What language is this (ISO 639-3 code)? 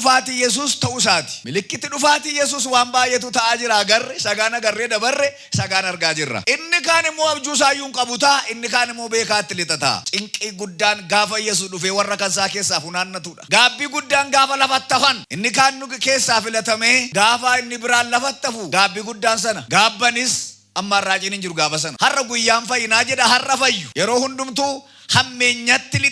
orm